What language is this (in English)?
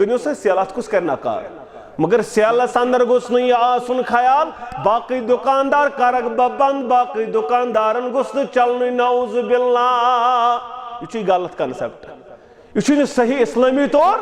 Kashmiri